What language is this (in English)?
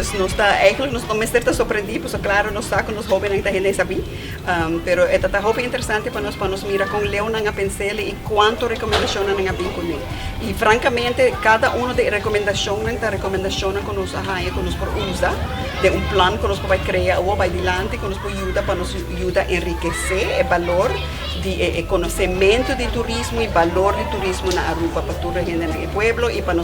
Papiamento